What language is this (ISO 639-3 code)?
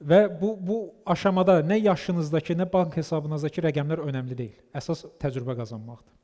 aze